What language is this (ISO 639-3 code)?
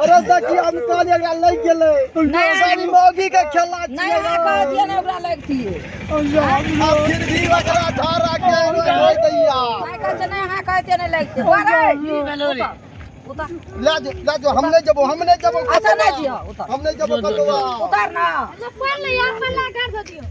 mai